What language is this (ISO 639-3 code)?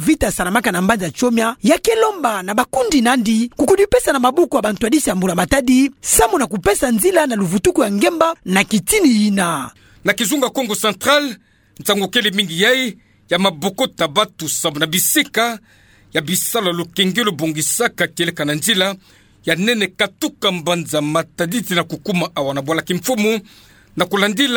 ktu